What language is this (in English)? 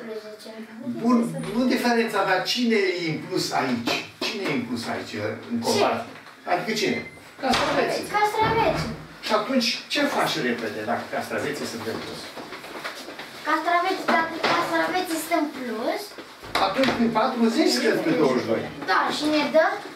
Romanian